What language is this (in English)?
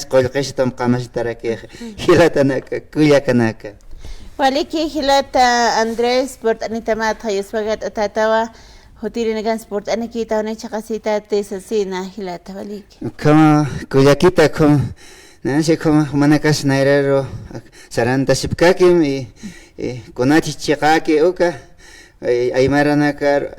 Aymara